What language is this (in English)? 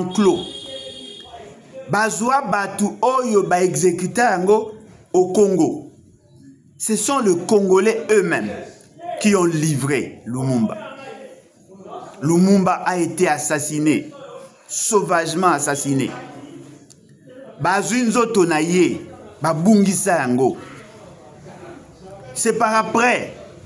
French